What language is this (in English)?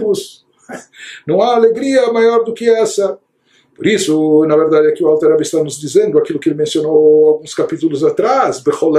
Portuguese